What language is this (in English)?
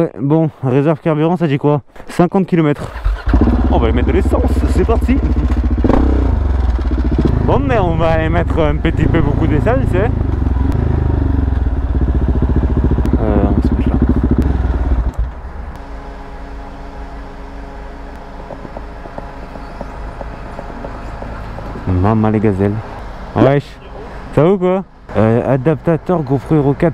French